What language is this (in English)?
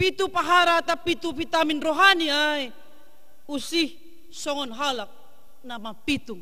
Batak Simalungun